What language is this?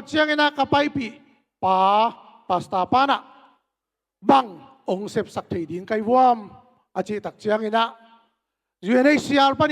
Tedim Chin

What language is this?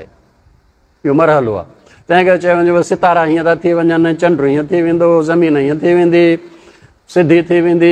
Sindhi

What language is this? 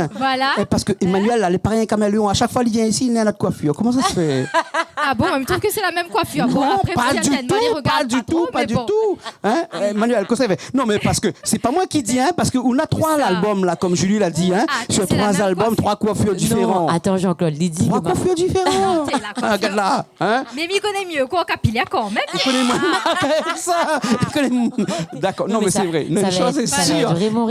Réunion Creole French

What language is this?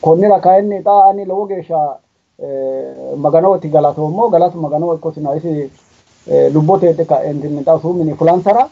Sidamo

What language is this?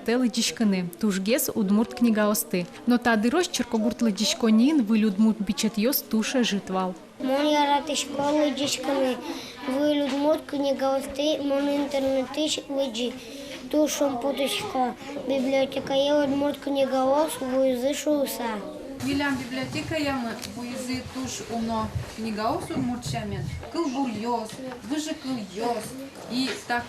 Udmurt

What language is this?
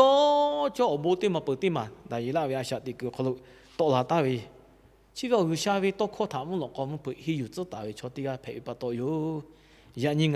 Lahu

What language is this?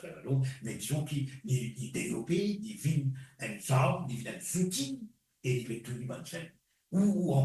Morisyen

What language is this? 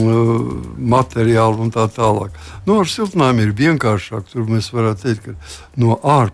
Latvian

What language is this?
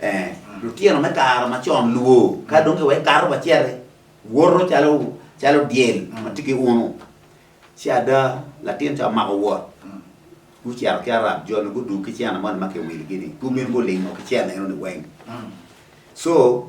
Acoli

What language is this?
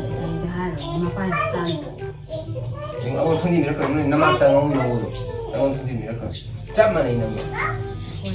Manipuri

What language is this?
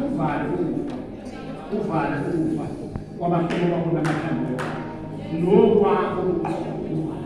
Zulu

